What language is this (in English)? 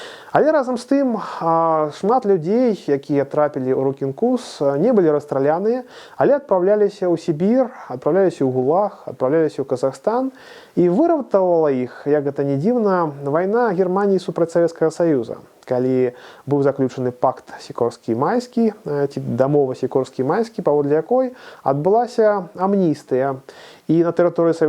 Belarusian